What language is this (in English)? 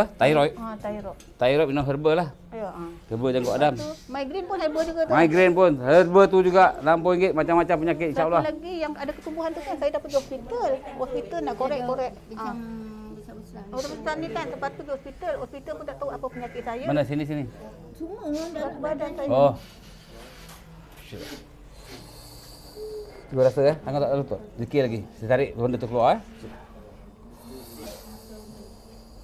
Malay